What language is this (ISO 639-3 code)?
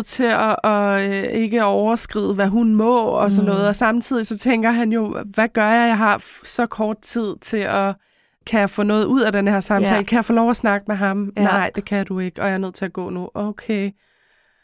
dan